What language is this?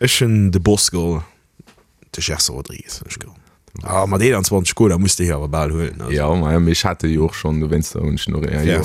Luxembourgish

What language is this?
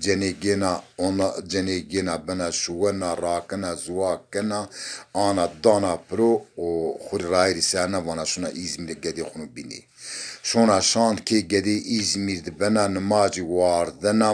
Zaza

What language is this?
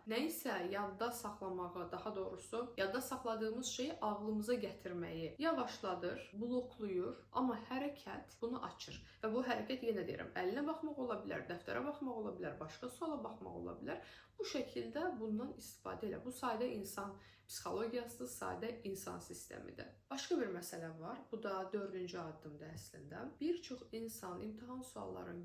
Azerbaijani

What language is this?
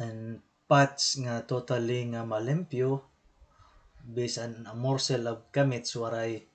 Waray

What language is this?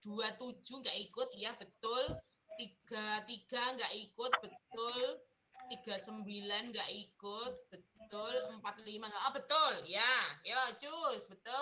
Indonesian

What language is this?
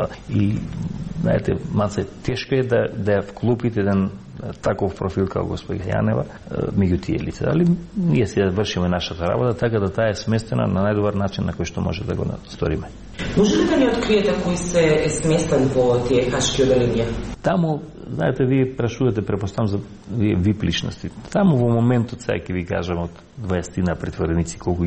Macedonian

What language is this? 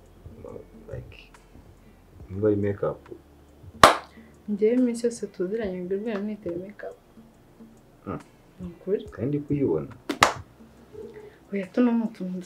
Kinyarwanda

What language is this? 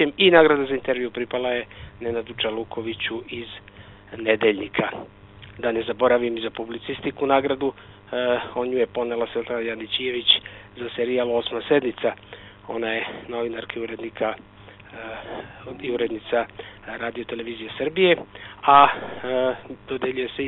Serbian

